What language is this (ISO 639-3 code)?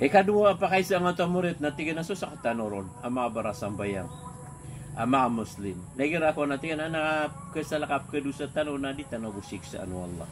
mrw